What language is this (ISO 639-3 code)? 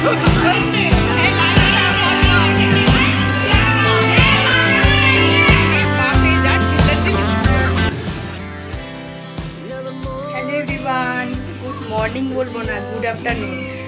ben